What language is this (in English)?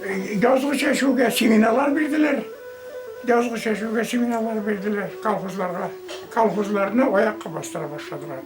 Bashkir